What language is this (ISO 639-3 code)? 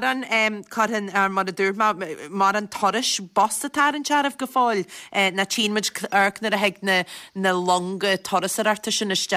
gle